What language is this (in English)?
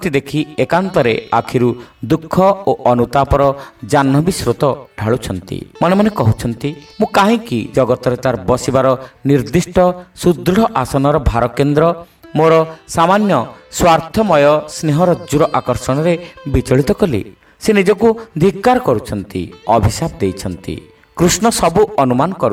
Odia